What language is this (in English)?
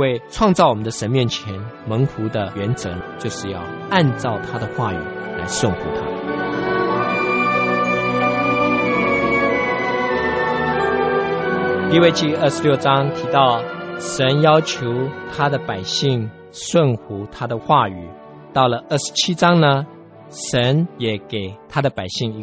Chinese